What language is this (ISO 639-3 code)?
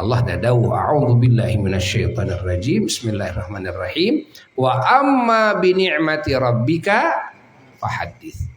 sun